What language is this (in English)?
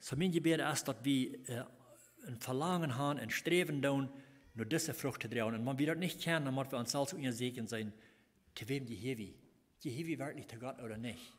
Plautdietsch